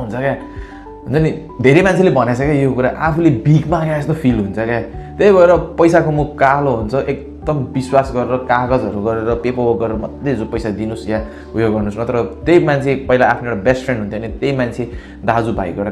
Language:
Nepali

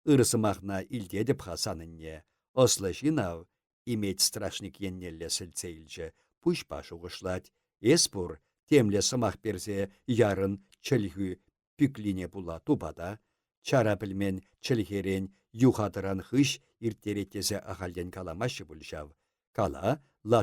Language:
Chuvash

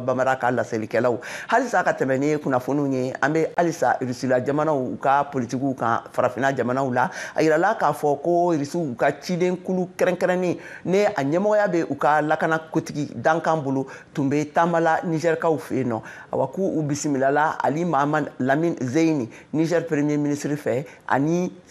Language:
Bambara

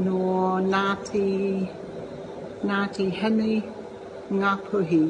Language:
Māori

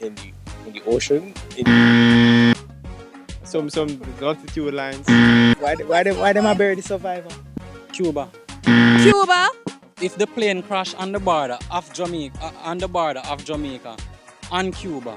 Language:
Jamaican Creole English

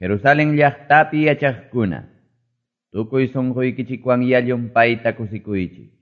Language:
Quechua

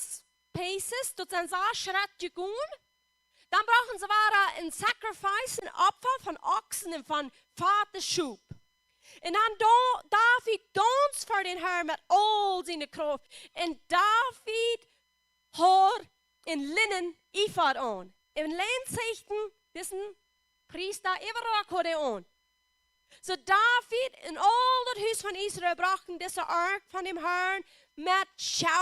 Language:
Plautdietsch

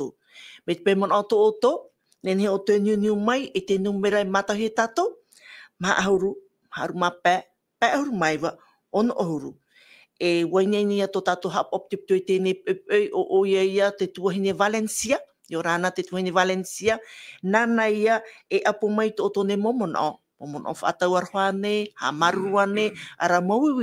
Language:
Tahitian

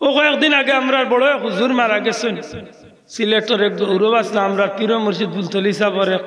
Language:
Sylheti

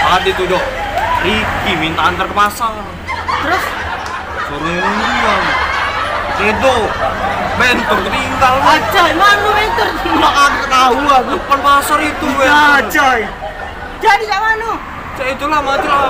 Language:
Musi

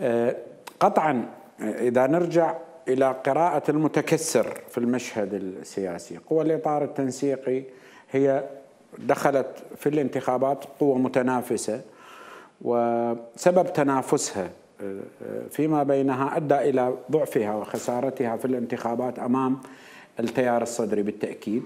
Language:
Mesopotamian Arabic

